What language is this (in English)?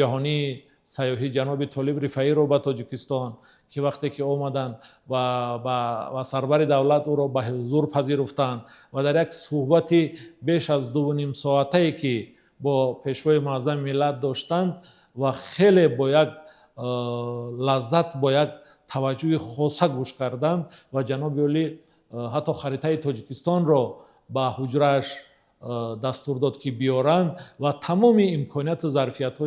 Tajik